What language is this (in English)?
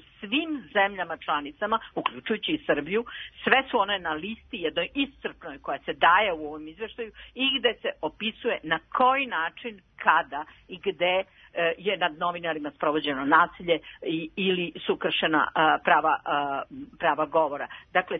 Serbian